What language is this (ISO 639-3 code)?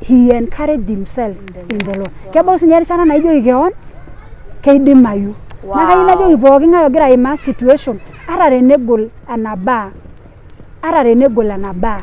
mas